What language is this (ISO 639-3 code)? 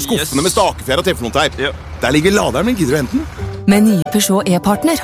nor